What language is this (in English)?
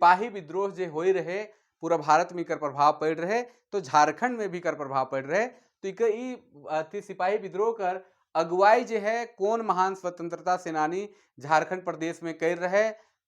Sadri